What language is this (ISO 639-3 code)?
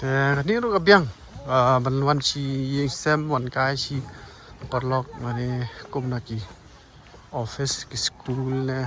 kha